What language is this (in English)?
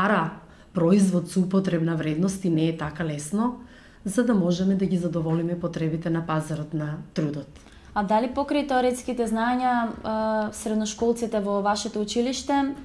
Macedonian